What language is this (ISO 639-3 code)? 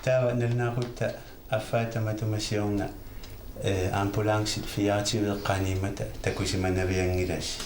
kal